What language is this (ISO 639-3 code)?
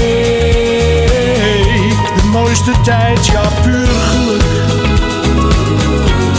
nld